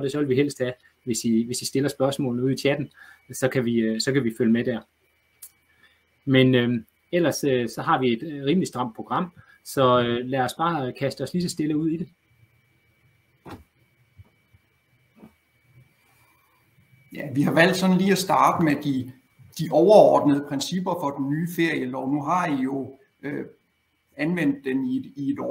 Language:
Danish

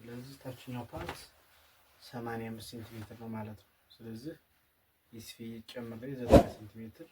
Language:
Amharic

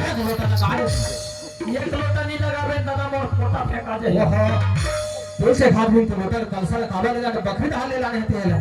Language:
Chhattisgarhi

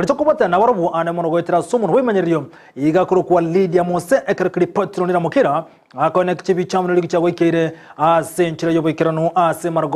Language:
Gusii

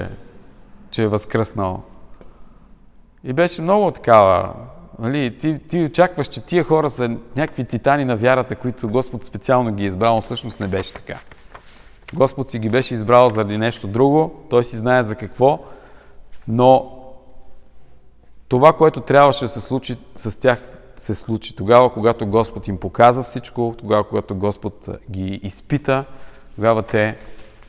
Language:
Bulgarian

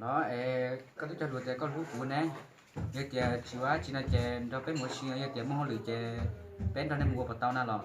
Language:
Hmong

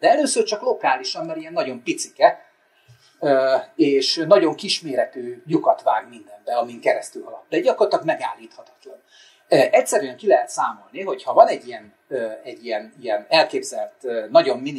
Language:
Hungarian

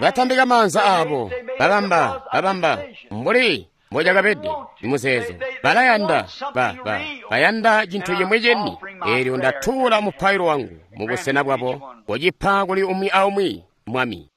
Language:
Tonga (Zambia)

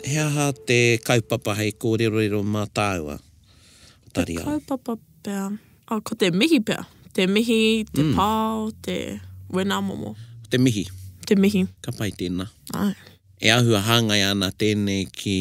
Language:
Māori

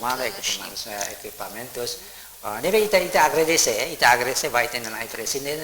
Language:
Tetum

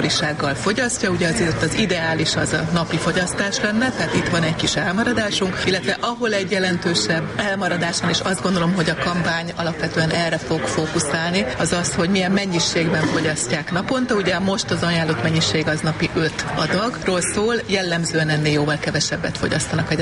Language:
Hungarian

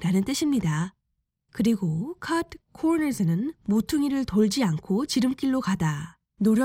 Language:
Korean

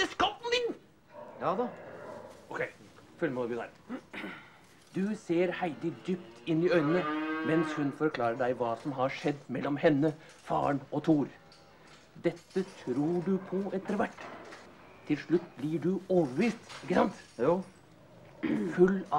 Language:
Norwegian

